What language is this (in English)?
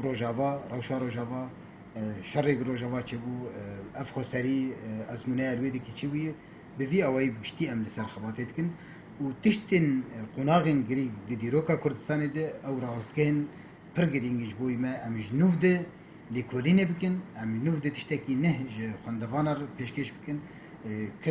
Kurdish